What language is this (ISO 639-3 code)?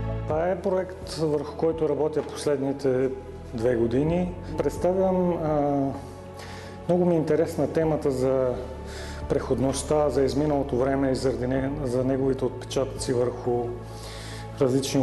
bul